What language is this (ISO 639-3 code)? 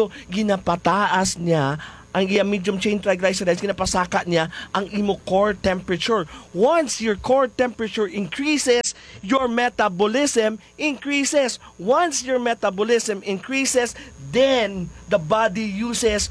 hil